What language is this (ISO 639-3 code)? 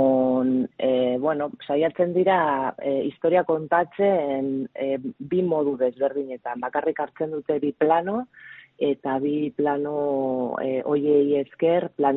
eus